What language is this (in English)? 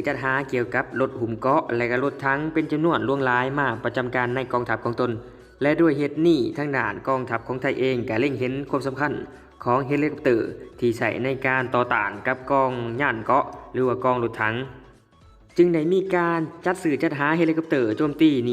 Lao